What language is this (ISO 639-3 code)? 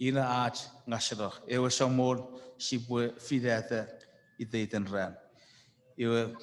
chk